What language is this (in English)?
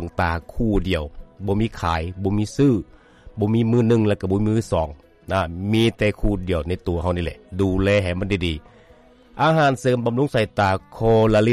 Lao